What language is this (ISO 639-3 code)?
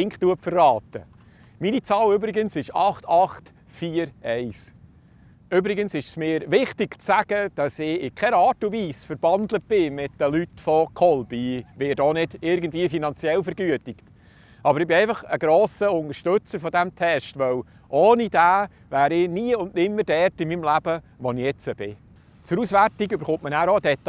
gsw